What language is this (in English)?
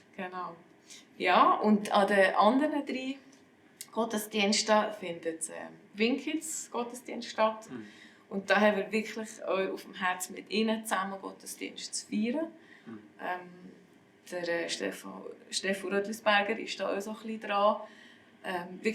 Swiss German